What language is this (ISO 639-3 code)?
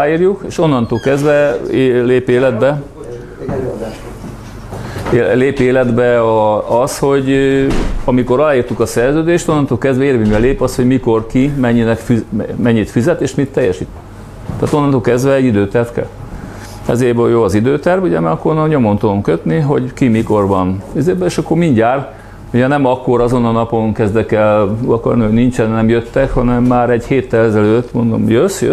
hun